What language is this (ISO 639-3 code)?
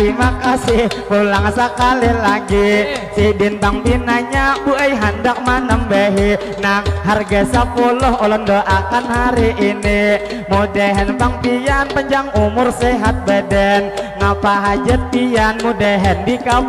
bjn